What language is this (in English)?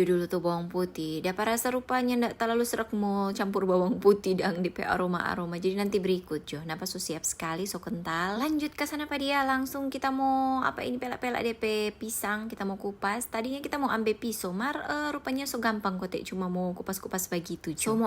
Manado Malay